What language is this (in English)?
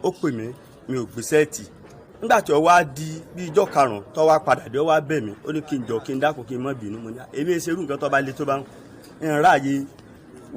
Yoruba